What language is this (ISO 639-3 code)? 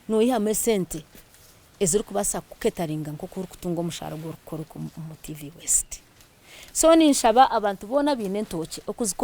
nyn